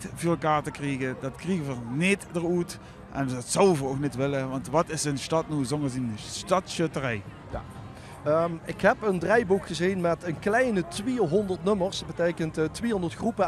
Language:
Limburgish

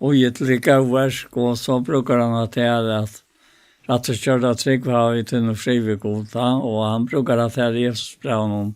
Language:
Faroese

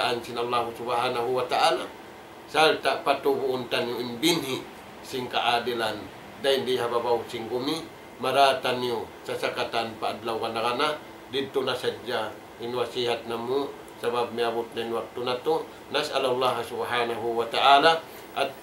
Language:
Tausug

